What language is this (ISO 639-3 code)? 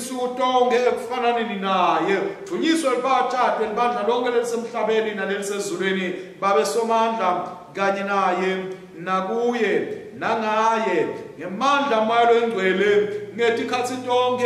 ssw